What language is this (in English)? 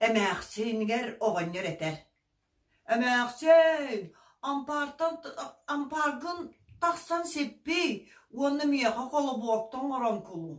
Yakut